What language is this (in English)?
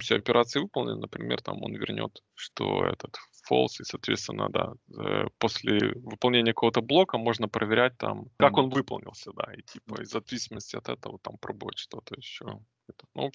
Russian